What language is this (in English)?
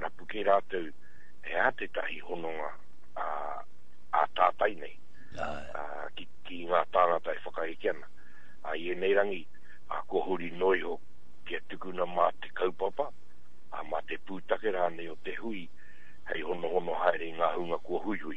Māori